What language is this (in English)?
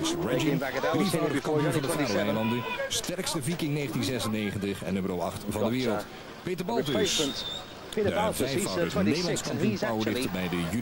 Dutch